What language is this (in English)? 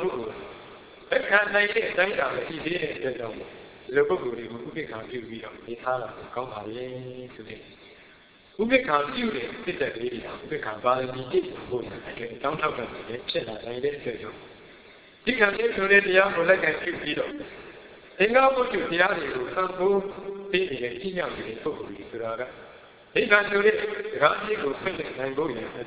Burmese